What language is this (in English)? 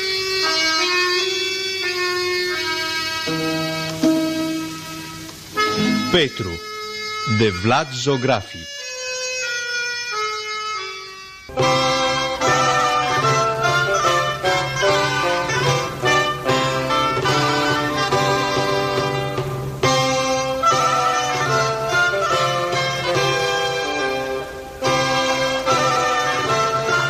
Romanian